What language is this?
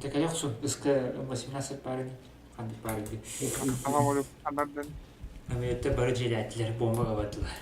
Yakut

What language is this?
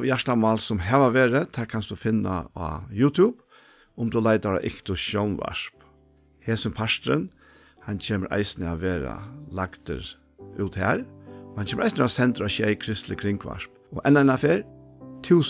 Faroese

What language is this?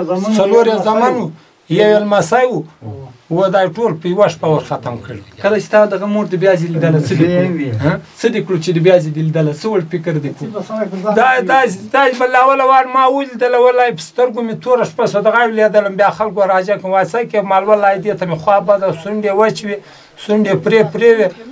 Pashto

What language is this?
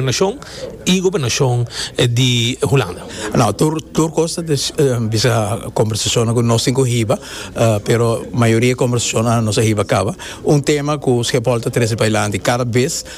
Papiamento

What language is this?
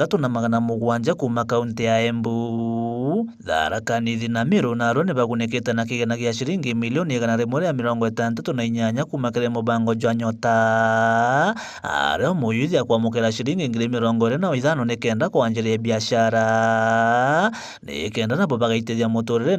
Meru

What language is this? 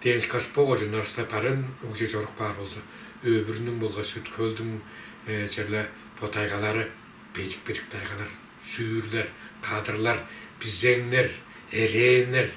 Tuvinian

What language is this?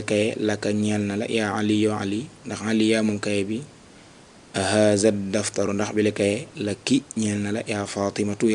Wolof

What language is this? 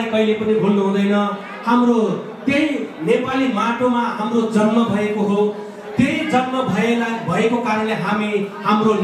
Nepali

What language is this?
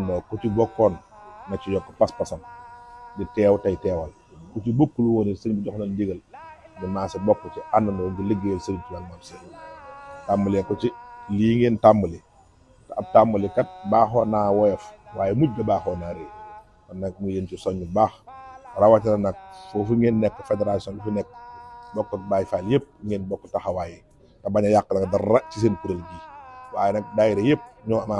Wolof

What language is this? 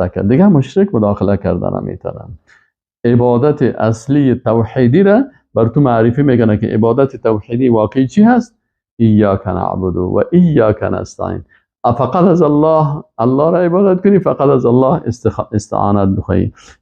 Persian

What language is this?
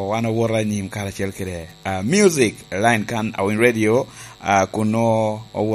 Lango (Uganda)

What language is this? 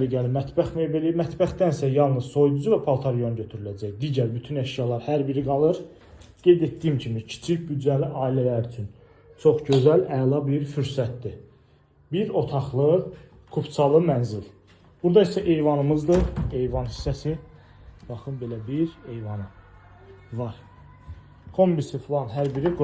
Azerbaijani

